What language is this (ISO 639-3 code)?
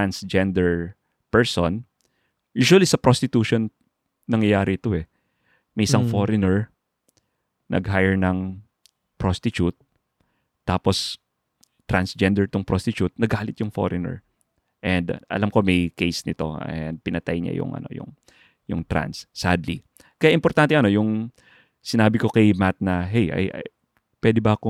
fil